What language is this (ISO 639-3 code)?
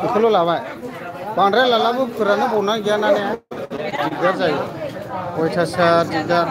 brx